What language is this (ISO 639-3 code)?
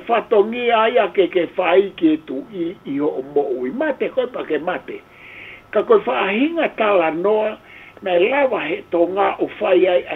ton